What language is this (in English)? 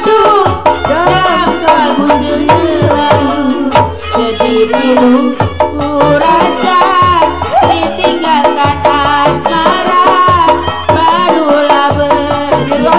Betawi